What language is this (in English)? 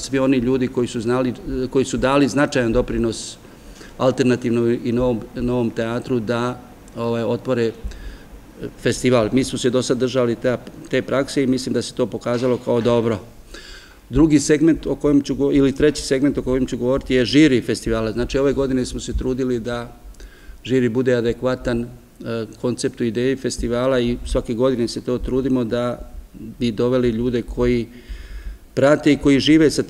Serbian